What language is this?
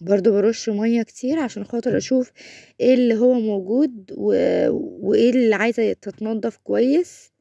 Egyptian Arabic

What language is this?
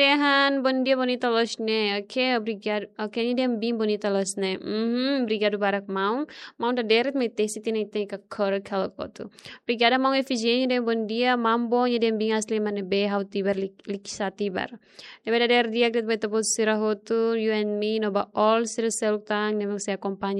Tetum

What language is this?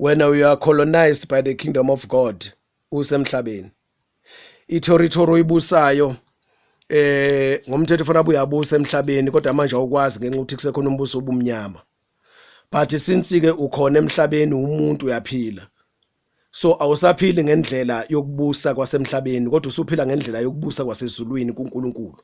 Zulu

